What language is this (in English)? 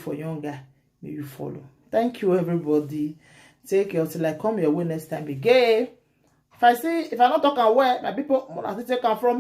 Nigerian Pidgin